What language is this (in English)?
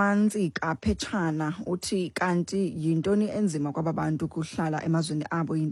Xhosa